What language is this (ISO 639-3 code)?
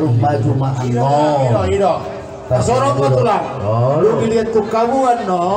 bbc